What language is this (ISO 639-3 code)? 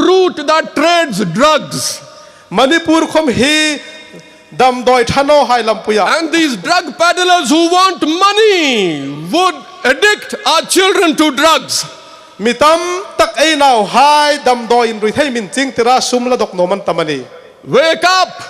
hmr